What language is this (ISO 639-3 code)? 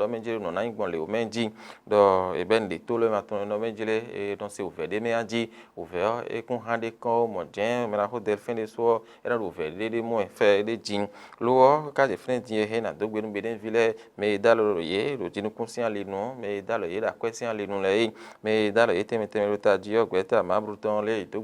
fon